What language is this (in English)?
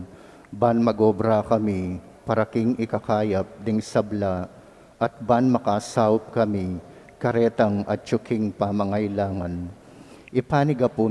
Pampanga